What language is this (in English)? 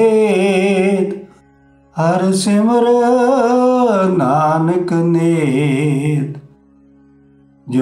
Punjabi